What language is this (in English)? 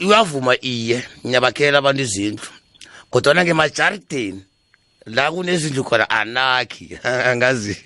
South Ndebele